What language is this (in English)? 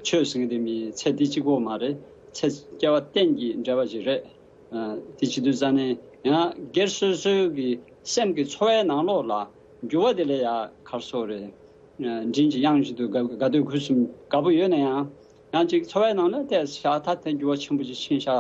Tibetan